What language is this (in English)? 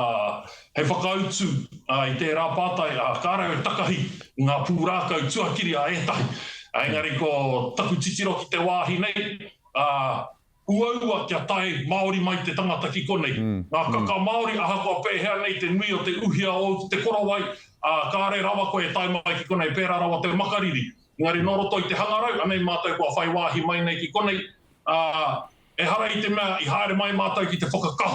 Māori